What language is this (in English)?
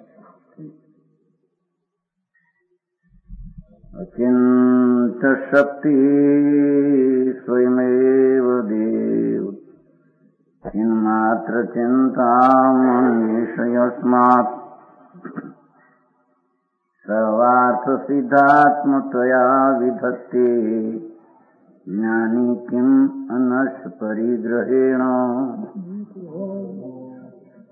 Gujarati